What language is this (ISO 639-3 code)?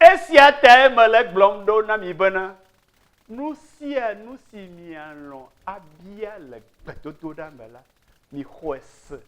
ewe